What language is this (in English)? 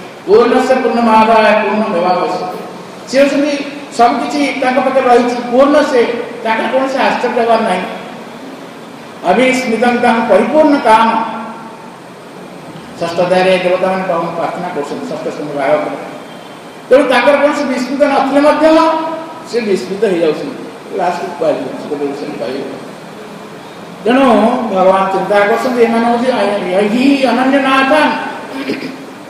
Odia